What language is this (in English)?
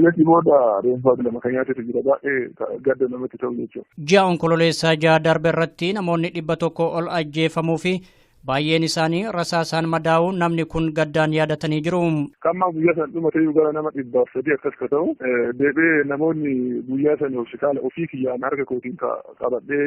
Oromo